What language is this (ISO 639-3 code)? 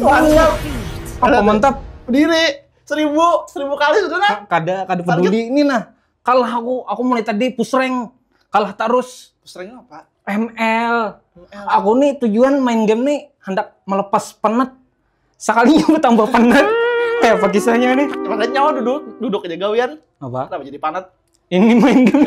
bjn